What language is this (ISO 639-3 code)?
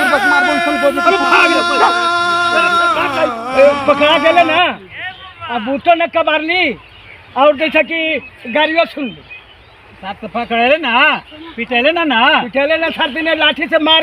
mag